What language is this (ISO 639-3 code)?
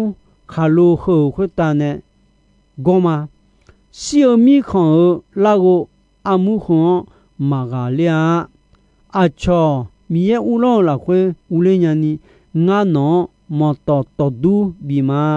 ahk